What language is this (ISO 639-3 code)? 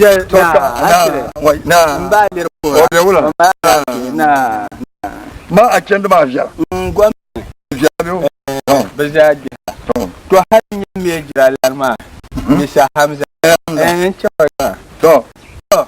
dag